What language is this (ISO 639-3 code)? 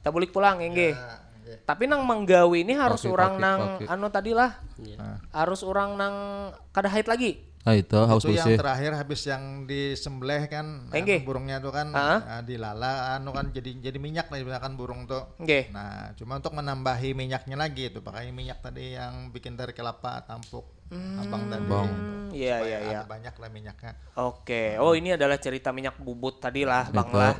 bjn